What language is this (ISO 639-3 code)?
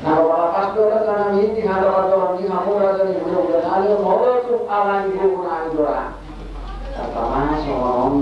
bbc